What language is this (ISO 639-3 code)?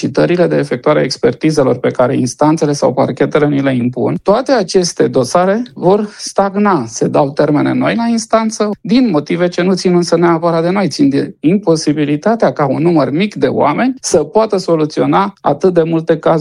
ron